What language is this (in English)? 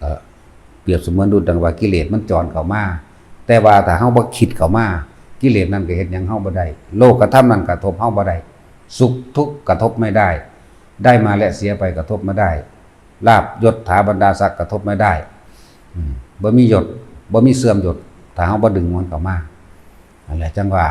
Lao